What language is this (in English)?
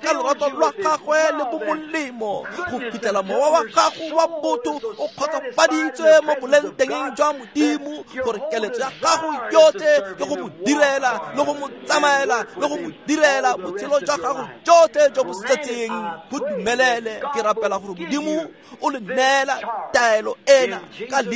Tswana